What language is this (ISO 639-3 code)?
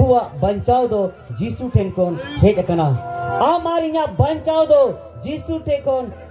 sat